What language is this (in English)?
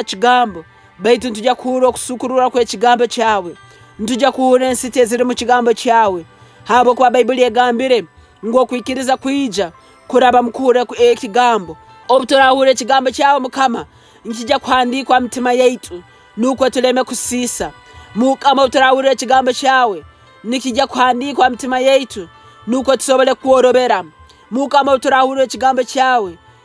Nyoro